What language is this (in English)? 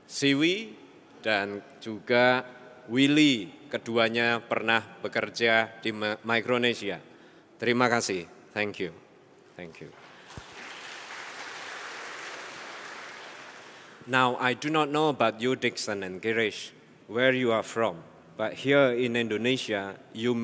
Indonesian